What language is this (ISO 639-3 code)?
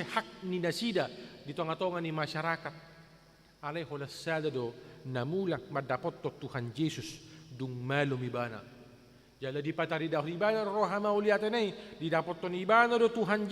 bbc